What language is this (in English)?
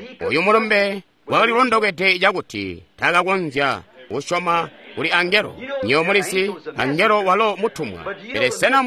Tonga (Zambia)